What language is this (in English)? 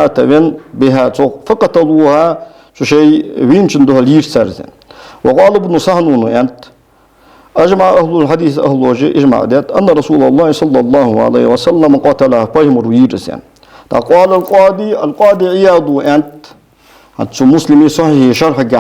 Ingush